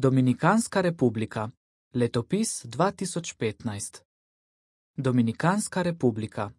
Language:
Slovenian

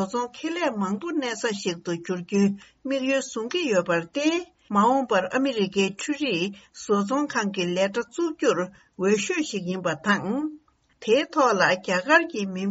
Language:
Tibetan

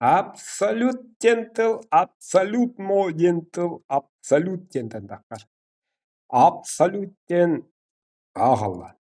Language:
Yakut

